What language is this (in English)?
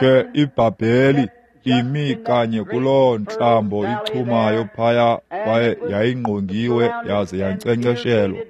Xhosa